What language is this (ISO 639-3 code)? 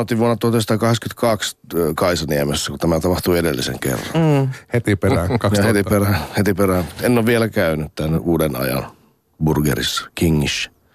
fin